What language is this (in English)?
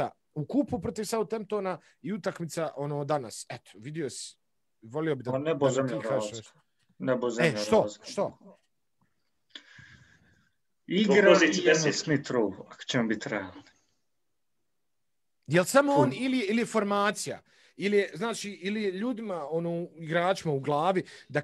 Bosnian